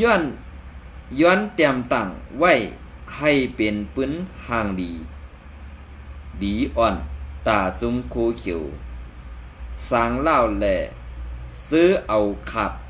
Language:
Shan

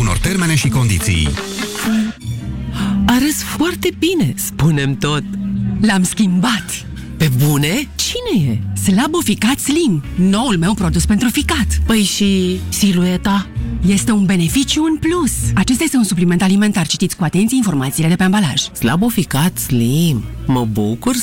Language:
Romanian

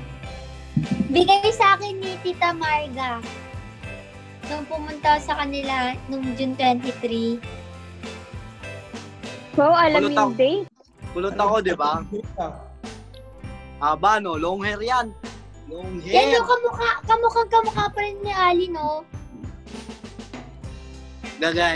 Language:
Filipino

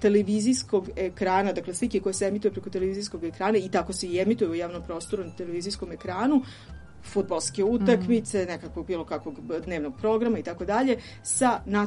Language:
Serbian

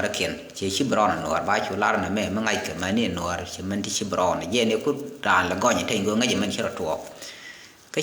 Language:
Nuer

